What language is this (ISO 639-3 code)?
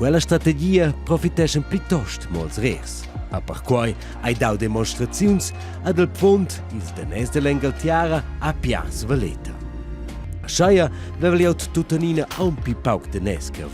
roh